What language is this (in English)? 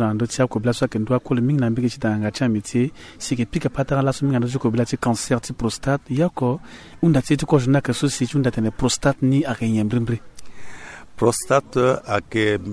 Sango